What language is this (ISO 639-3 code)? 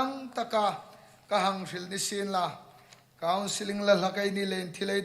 hmr